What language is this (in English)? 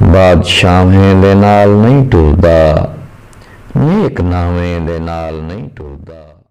Saraiki